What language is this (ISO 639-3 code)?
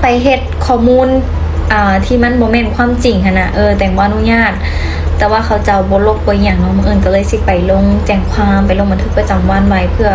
lao